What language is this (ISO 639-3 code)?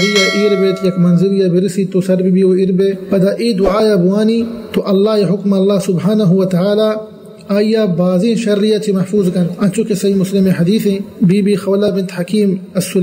bgp